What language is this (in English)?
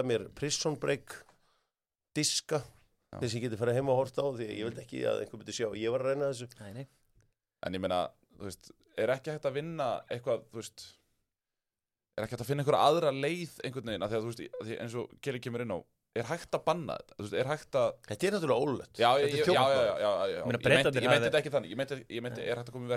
Icelandic